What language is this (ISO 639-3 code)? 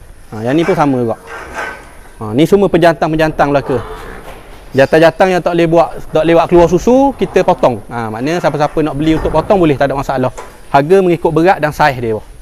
msa